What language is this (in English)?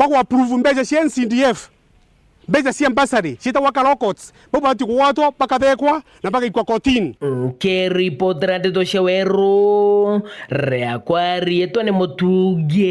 Meru